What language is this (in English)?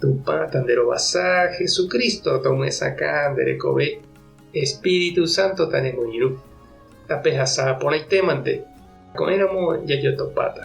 Guarani